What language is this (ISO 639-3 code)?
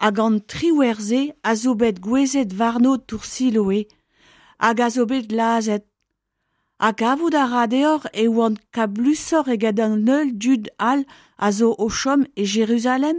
bre